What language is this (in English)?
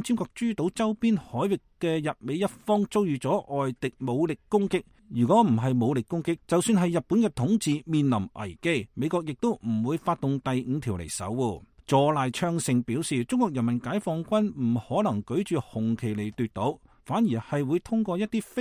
Cantonese